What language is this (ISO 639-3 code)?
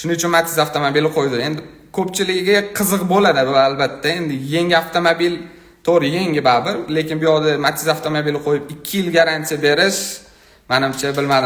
uzb